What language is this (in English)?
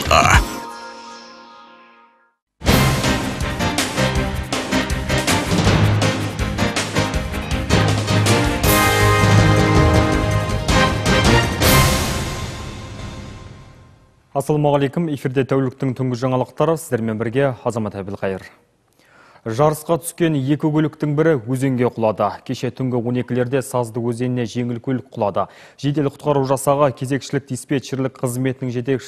Kazakh